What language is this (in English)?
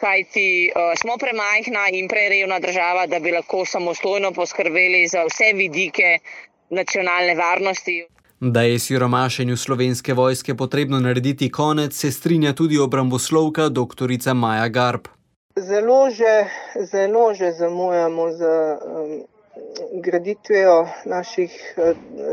Slovenian